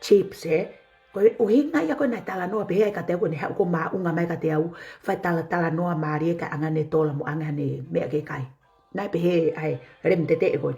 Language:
Tongan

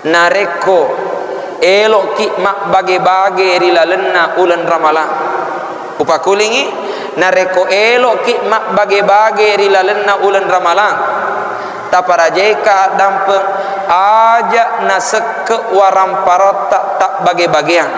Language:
Buginese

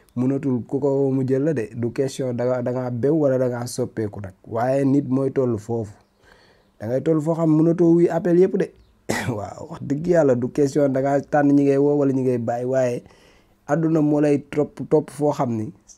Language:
Wolof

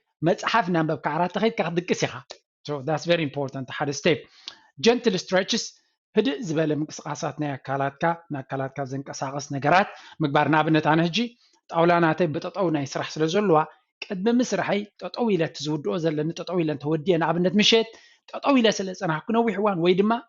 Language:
Tigrinya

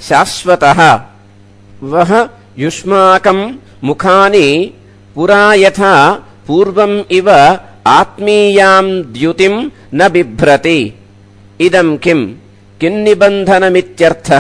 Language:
Sanskrit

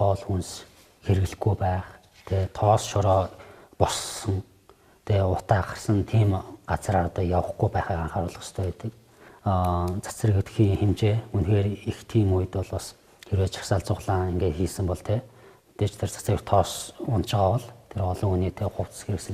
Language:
Mongolian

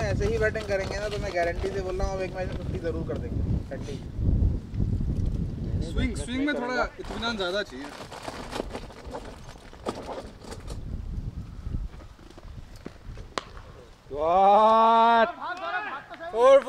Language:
Hindi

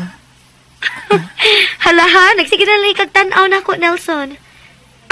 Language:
Cebuano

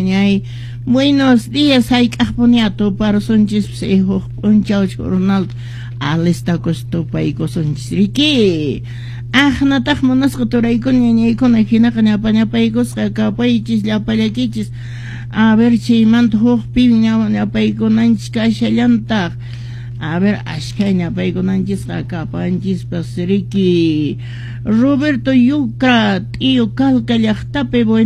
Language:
Quechua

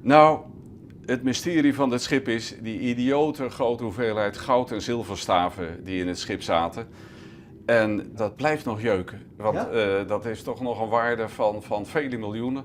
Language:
Western Frisian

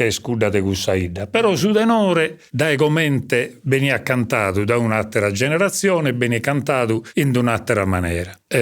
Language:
Sardinian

